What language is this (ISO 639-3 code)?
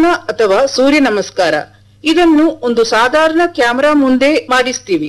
kan